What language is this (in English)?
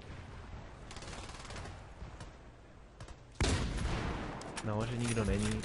Czech